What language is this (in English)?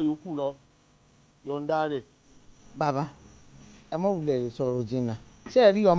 Yoruba